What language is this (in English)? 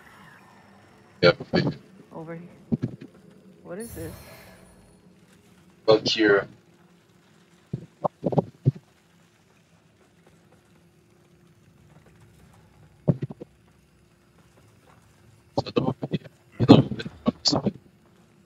English